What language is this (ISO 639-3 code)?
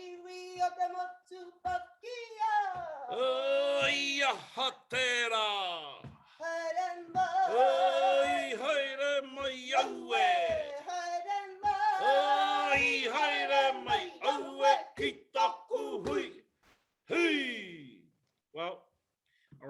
mri